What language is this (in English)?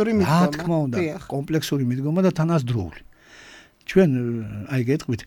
Georgian